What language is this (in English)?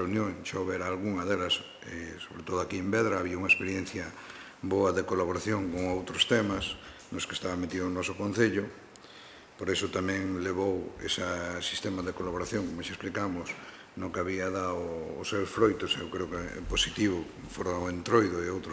Galician